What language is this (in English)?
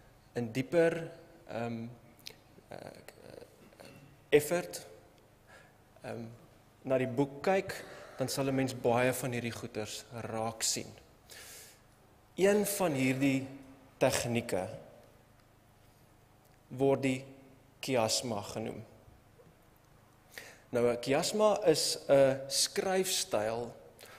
Afrikaans